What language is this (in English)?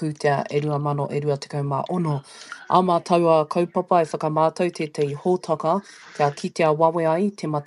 Māori